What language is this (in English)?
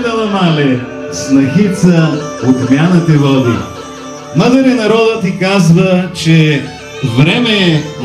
Bulgarian